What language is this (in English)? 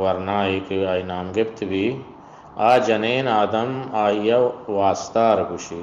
Eastern Balochi